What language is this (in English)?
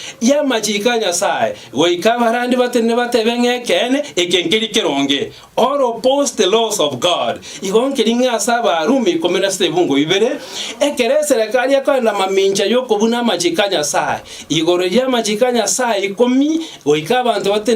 Gusii